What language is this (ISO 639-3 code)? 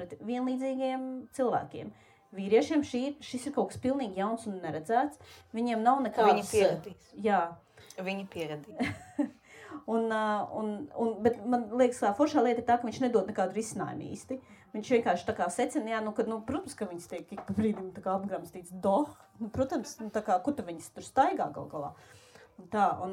lav